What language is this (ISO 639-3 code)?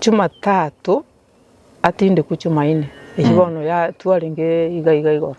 guz